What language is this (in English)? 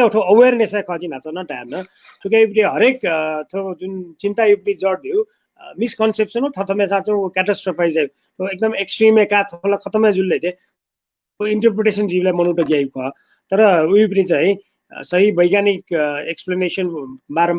Newari